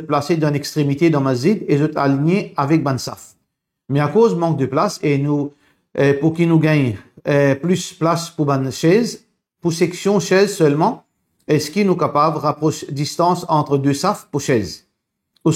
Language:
Morisyen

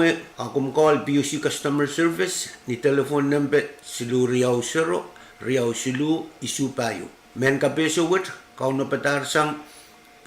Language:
Pohnpeian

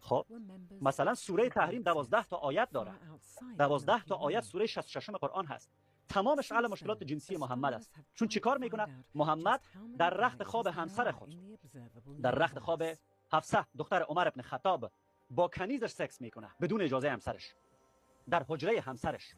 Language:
Persian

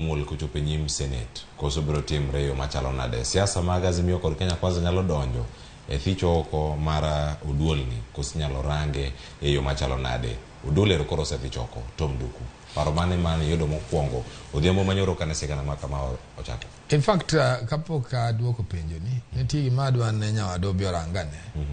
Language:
Luo (Kenya and Tanzania)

